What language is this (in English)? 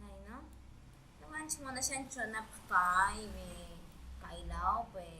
Huaylas Ancash Quechua